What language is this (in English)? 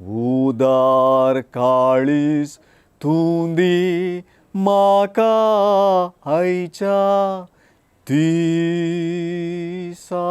Konkani